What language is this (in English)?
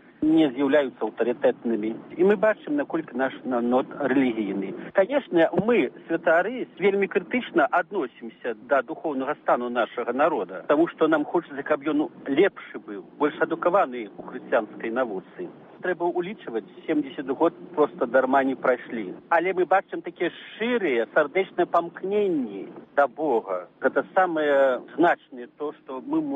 Belarusian